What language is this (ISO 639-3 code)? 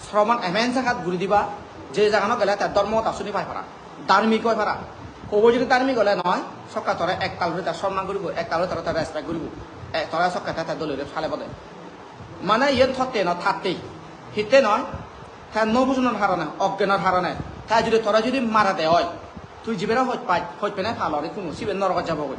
ccp